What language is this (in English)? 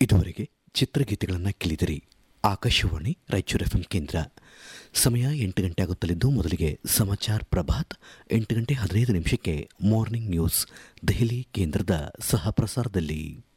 Kannada